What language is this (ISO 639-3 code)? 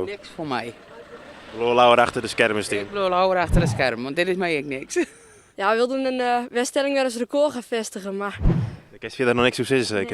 fry